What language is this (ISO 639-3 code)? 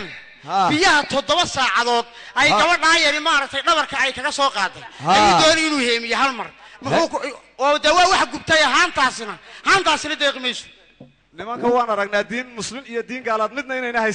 som